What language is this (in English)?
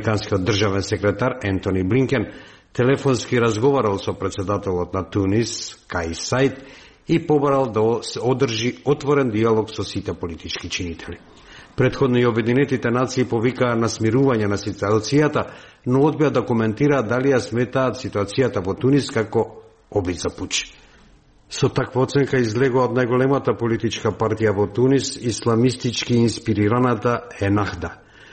Macedonian